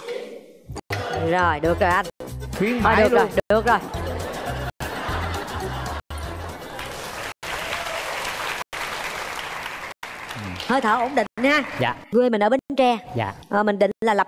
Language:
Vietnamese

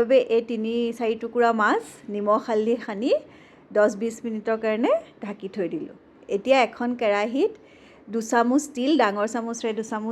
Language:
Assamese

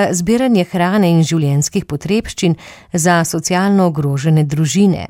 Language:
Slovenian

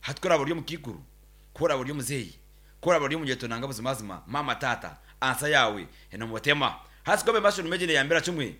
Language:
Nyankole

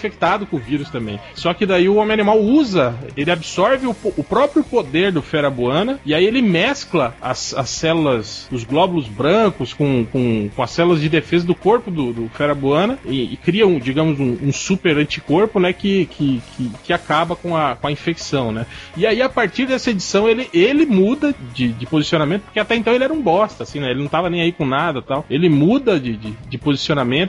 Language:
Portuguese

